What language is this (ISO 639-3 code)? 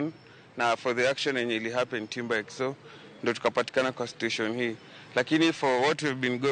luo